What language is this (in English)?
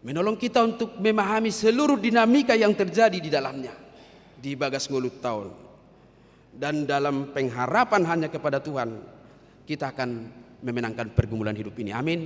Batak Toba